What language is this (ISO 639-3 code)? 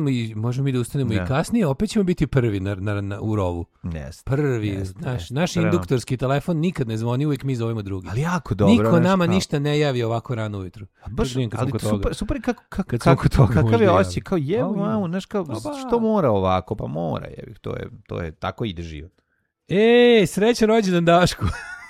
srp